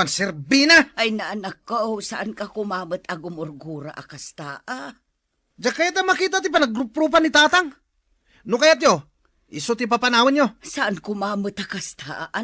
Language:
Iloko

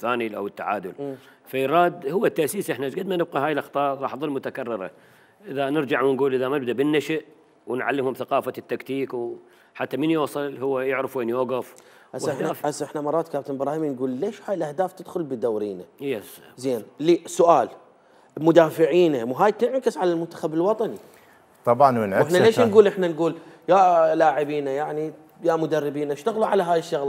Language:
Mesopotamian Arabic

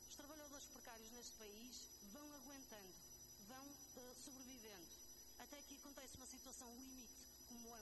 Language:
Portuguese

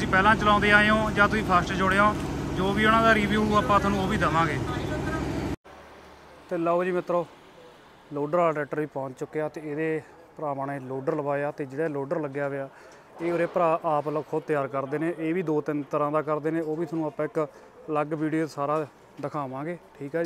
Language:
Punjabi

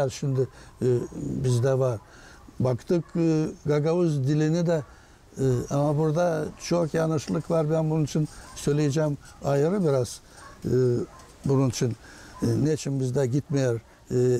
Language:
Gagauz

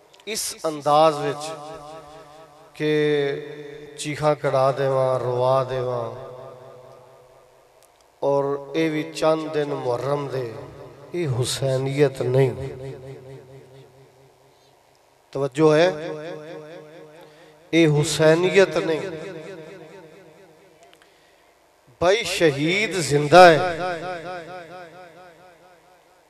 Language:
Western Panjabi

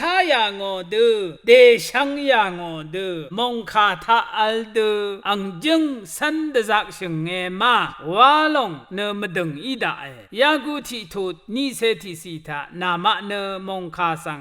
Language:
Rawang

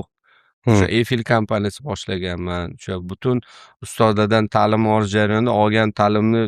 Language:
Uzbek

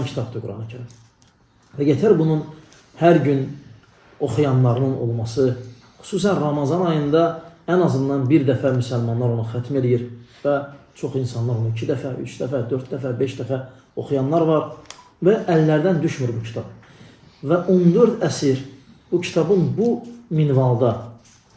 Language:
Azerbaijani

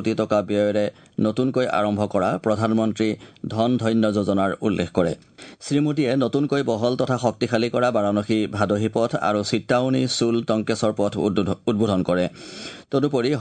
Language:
Assamese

